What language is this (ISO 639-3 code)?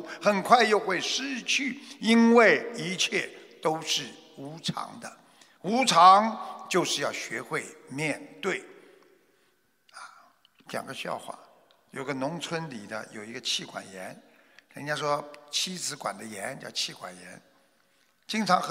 zho